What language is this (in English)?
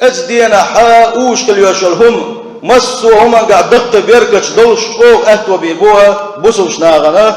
Chechen